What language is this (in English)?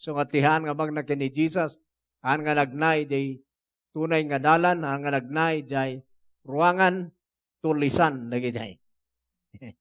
Iloko